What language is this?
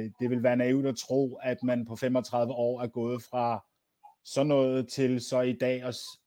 Danish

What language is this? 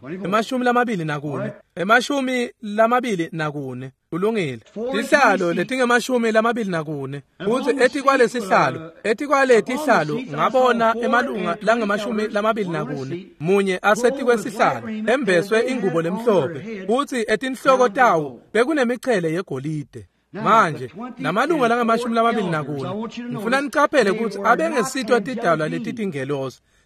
Swati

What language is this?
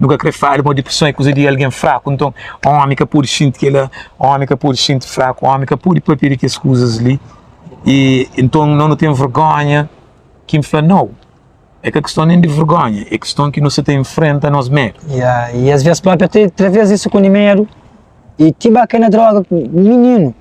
Kabuverdianu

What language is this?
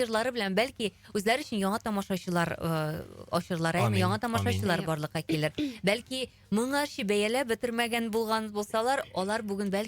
Tatar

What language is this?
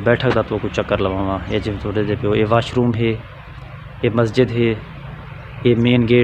Saraiki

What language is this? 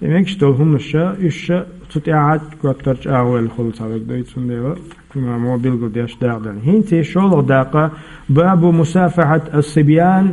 Chechen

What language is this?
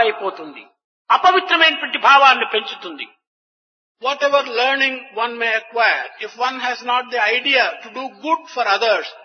Telugu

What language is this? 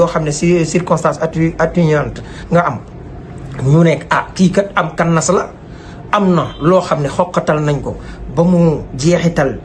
Wolof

